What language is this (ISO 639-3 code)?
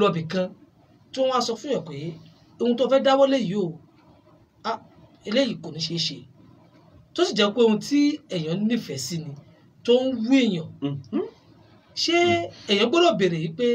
yor